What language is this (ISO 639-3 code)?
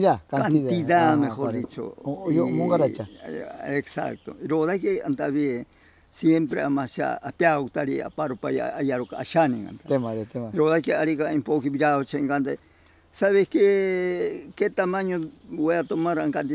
prq